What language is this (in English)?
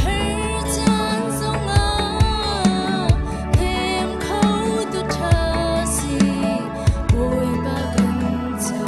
Hakha Chin